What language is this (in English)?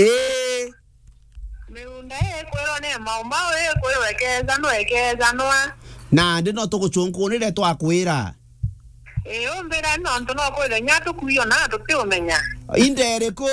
Meru